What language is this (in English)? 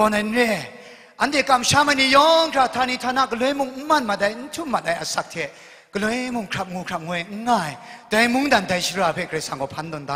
Kachin